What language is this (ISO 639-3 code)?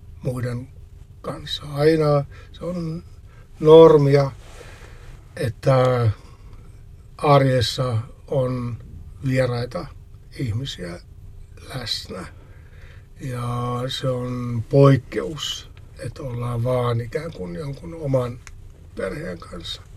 fin